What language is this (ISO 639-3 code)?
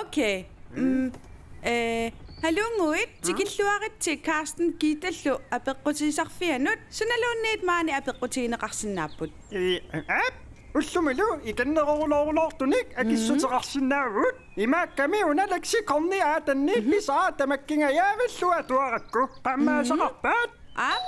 kal